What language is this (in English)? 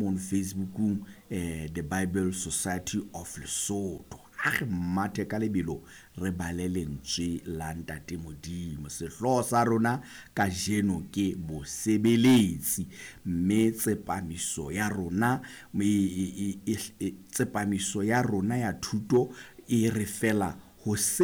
Southern Sotho